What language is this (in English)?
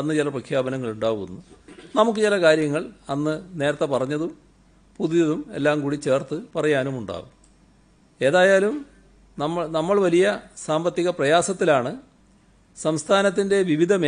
Malayalam